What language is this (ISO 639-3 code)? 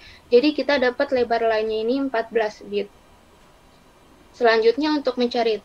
ind